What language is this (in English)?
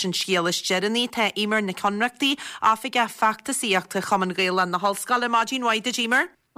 Irish